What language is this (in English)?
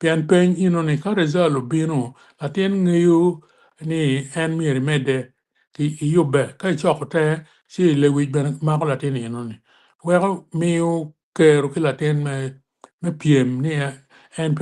Acoli